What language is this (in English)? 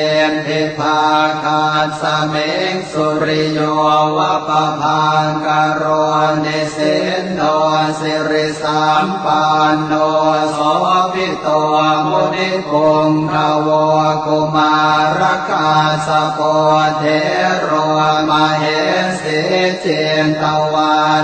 Pali